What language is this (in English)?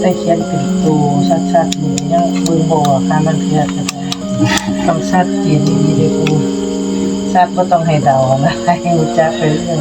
Northeastern Thai